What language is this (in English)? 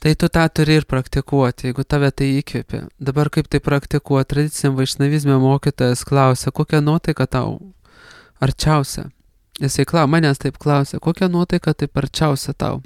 Lithuanian